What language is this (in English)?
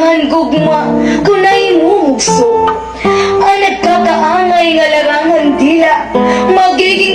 Waray